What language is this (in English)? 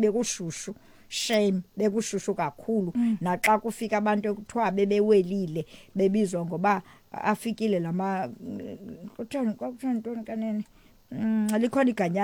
Xhosa